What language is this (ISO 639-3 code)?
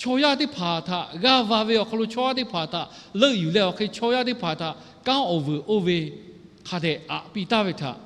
lhu